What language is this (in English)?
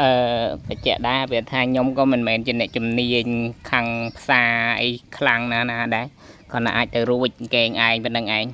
Khmer